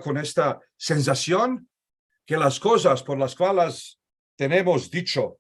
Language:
Ladino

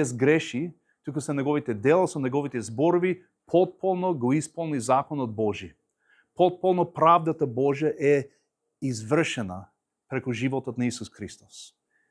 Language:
Macedonian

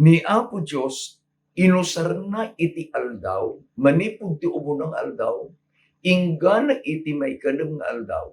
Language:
Iloko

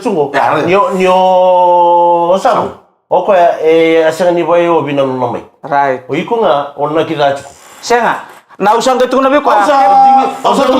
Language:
Fijian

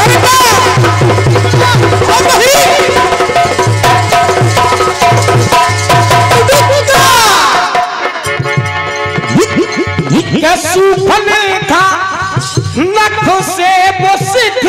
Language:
Hindi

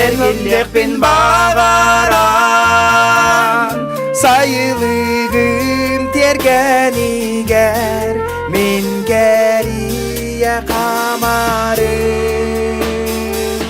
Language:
Yakut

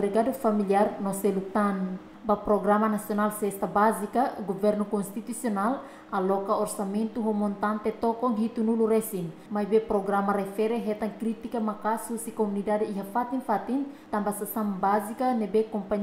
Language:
Tetum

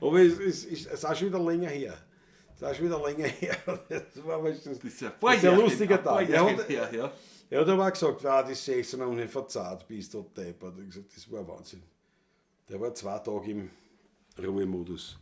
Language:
Bavarian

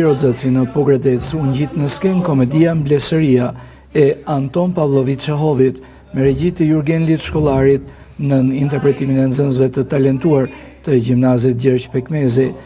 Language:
Albanian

